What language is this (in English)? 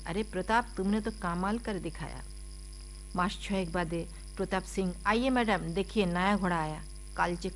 Bangla